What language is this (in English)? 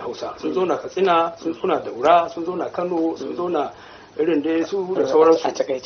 Hausa